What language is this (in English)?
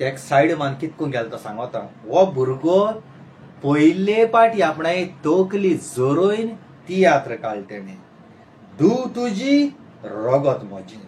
Konkani